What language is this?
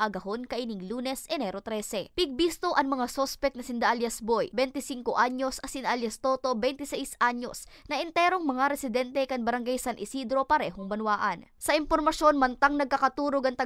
Bikol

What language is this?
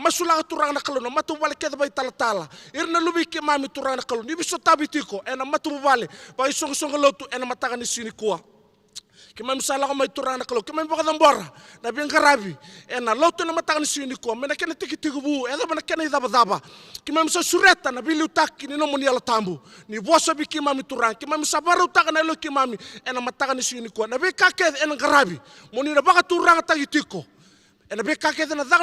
Fijian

